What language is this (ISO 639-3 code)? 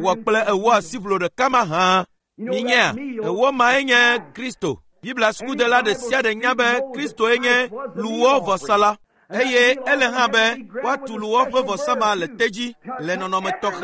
ewe